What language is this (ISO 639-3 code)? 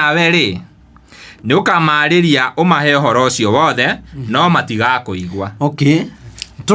kik